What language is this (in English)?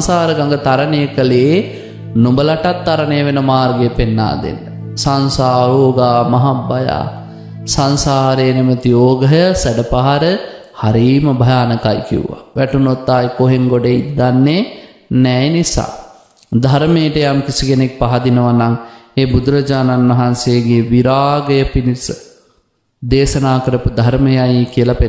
Sinhala